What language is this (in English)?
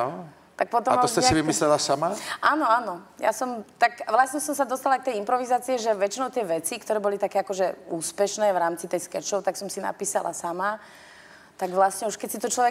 Czech